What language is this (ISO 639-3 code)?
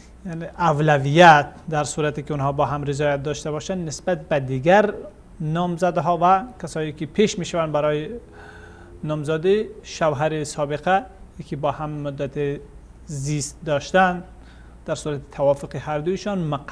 fas